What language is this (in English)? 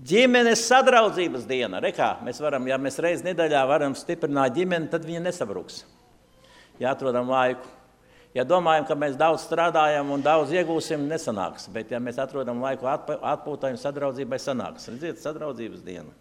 Latvian